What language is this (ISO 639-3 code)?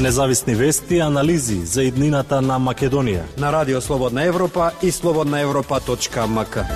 mkd